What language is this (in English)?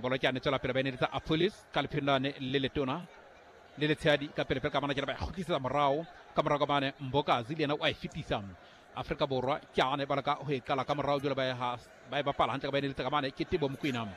Southern Sotho